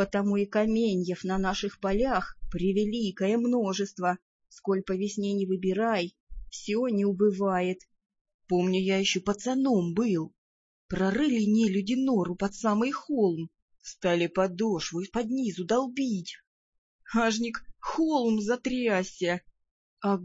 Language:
Russian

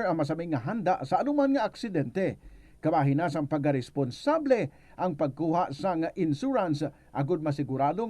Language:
Hiligaynon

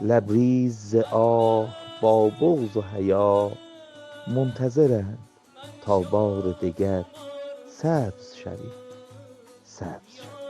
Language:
South Azerbaijani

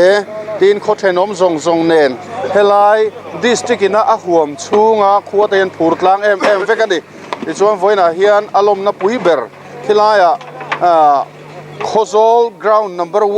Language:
Mizo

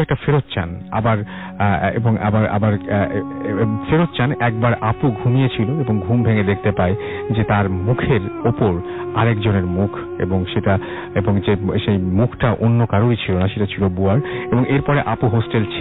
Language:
Bangla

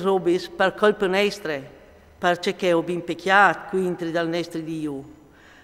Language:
Friulian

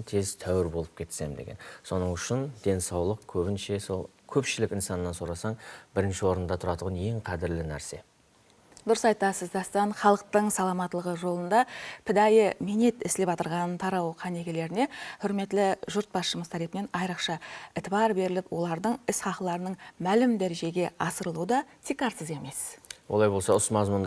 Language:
Kara-Kalpak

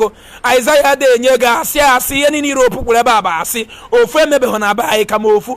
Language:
Igbo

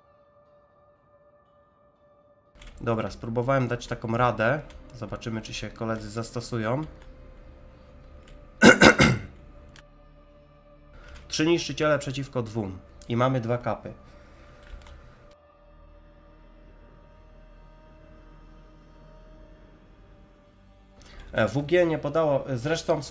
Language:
Polish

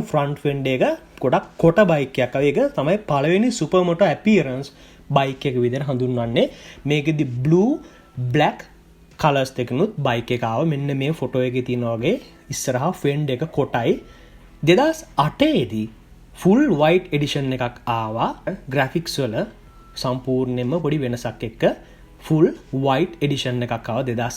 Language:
Sinhala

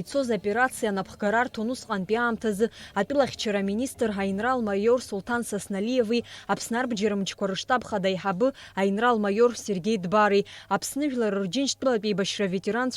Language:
Abkhazian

